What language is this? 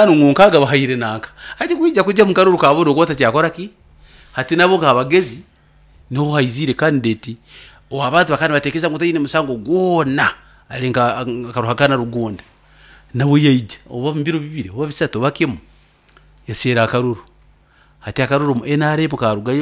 Nyankole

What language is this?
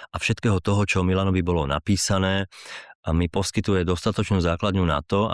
Slovak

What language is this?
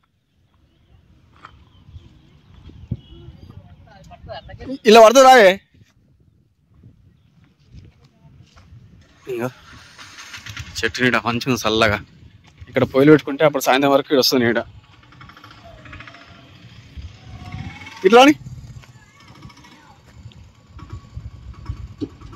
Telugu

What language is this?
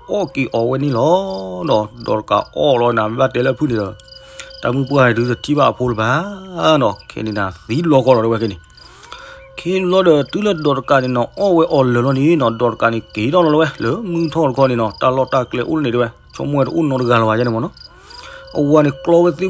S'gaw Karen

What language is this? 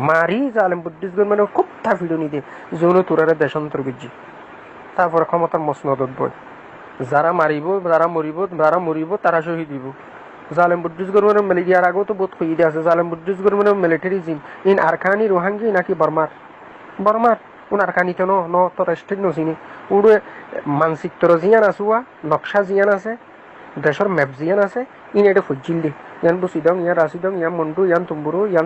Rohingya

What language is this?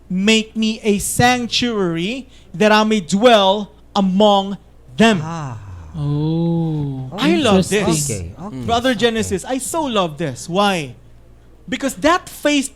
Cebuano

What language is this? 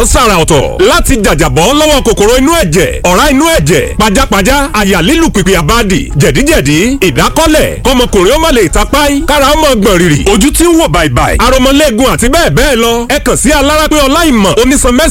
Yoruba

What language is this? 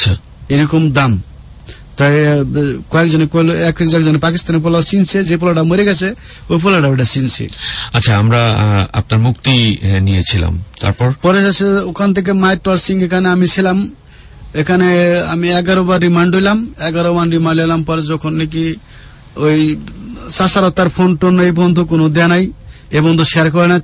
Bangla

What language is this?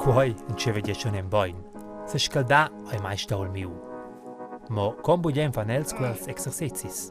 Romansh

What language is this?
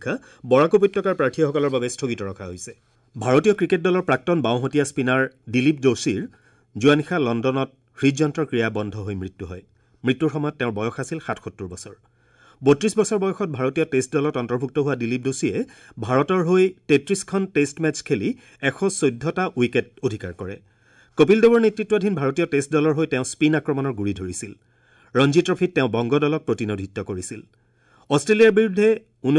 Assamese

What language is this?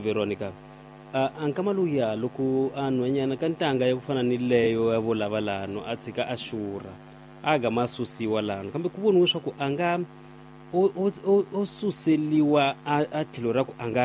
Tsonga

